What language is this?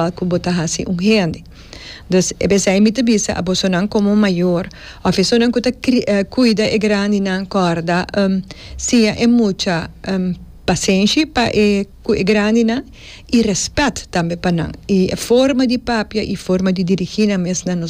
Papiamento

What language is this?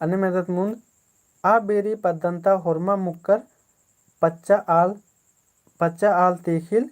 Kurukh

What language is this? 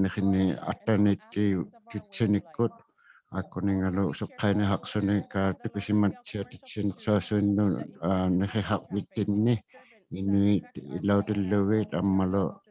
Inuktitut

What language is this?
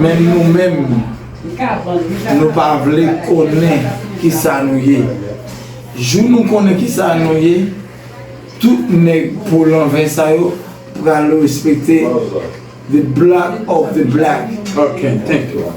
Haitian Creole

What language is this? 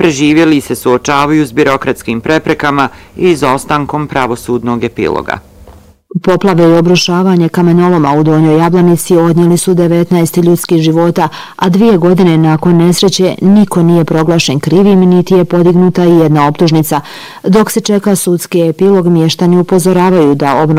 Bosnian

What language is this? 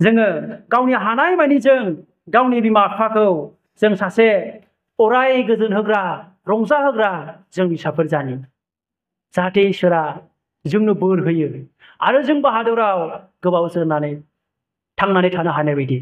Bodo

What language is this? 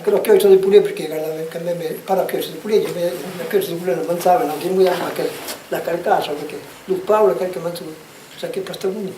Occitan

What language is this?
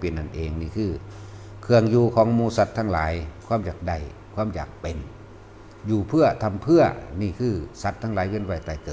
Lao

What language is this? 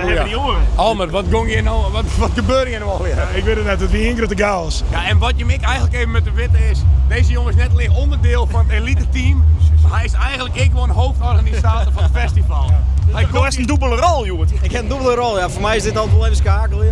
Western Frisian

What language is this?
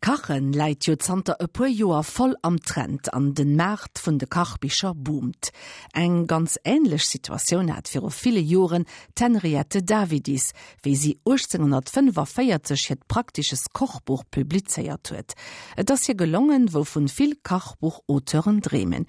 Luxembourgish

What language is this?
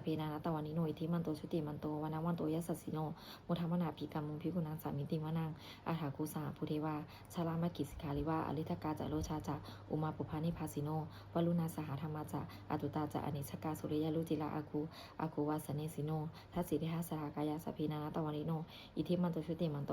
Pali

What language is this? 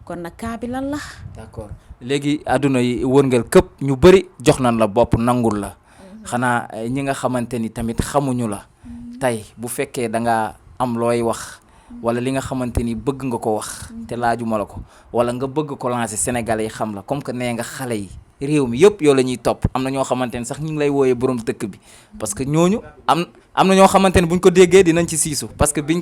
Wolof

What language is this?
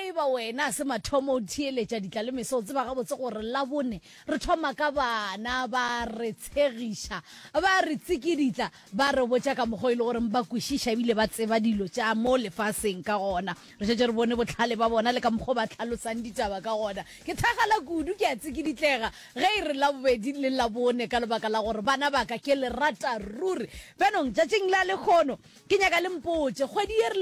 Northern Sotho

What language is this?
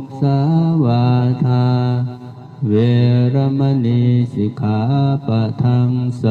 Pali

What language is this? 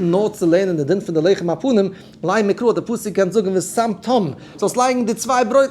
Yiddish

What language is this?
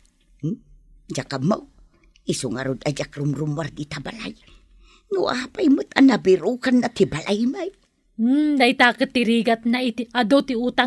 Iloko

